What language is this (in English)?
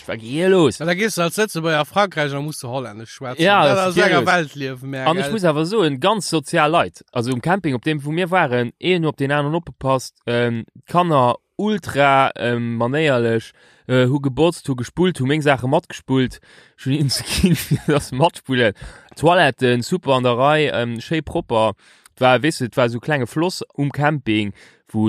Luxembourgish